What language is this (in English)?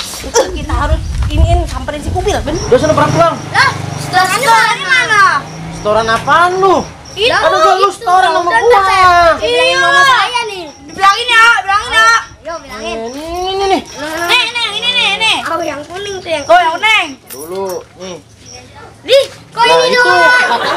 Betawi